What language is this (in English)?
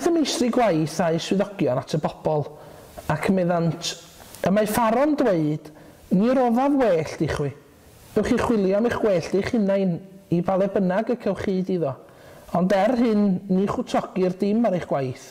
Welsh